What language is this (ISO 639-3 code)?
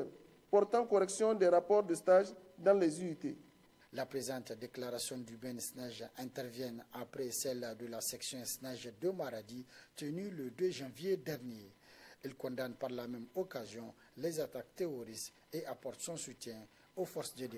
fra